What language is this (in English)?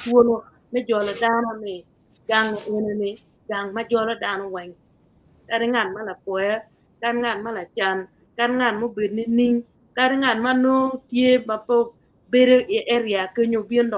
Acoli